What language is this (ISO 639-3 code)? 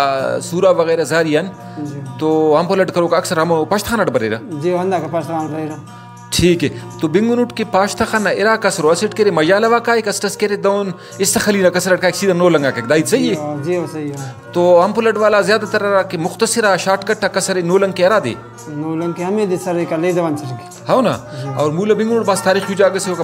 brh